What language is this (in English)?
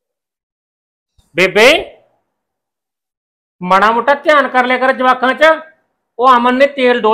Punjabi